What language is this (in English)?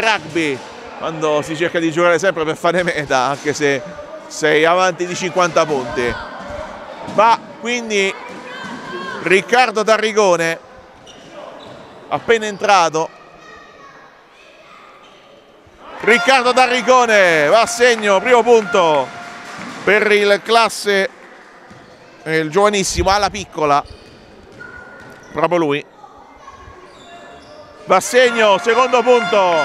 Italian